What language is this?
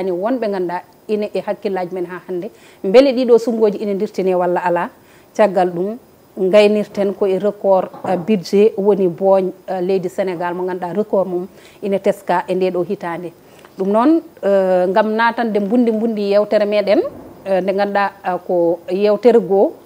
Fula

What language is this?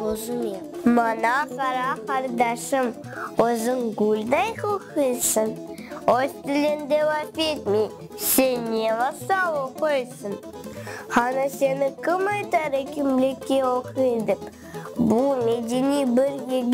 Crimean Tatar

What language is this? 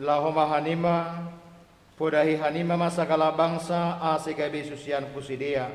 Batak Simalungun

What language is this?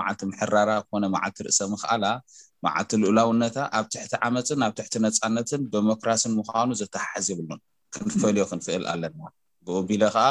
Tigrinya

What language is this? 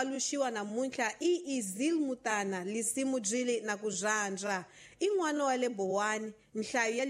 Tsonga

